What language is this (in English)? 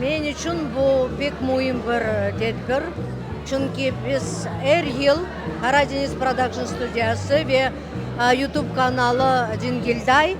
Crimean Tatar